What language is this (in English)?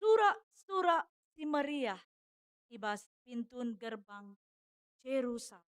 Batak Karo